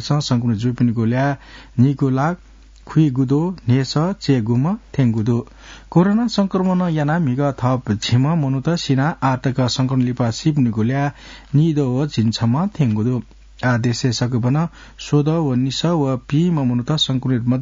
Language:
Newari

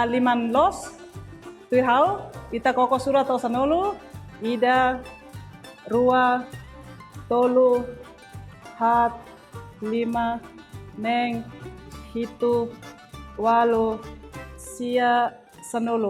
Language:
Tetum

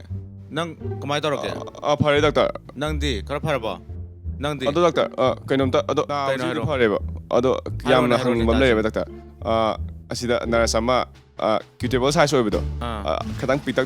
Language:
Manipuri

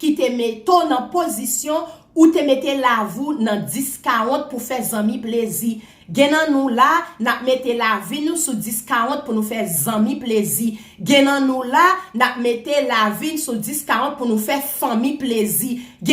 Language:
Haitian Creole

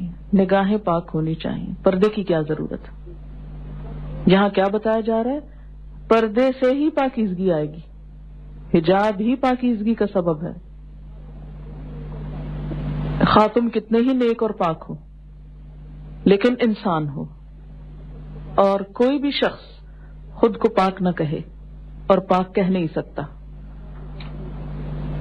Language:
Urdu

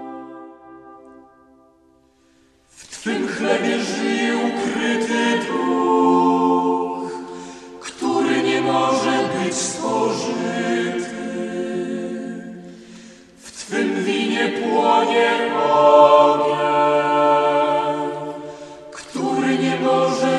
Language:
Polish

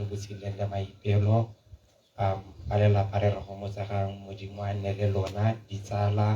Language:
Tswana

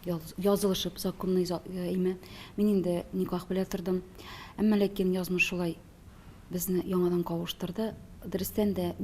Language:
Tatar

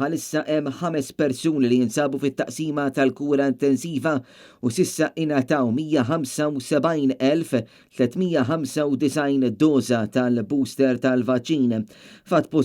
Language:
Maltese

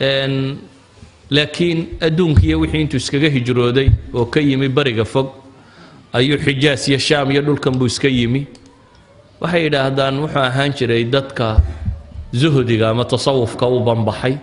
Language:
Somali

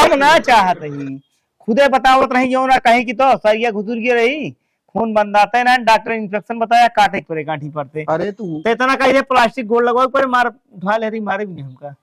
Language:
Awadhi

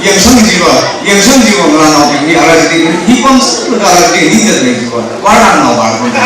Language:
Tangkhul Naga (India)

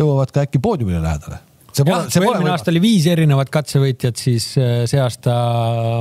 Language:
Estonian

